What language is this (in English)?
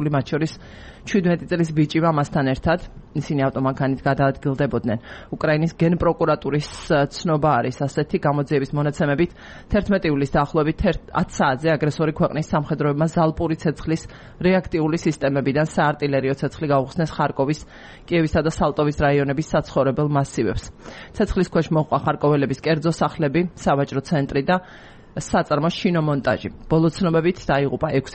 Georgian